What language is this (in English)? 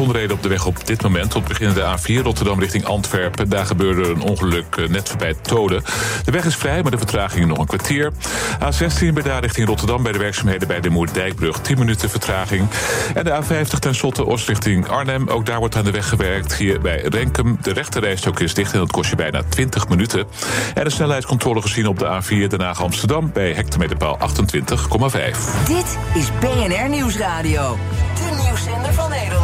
Dutch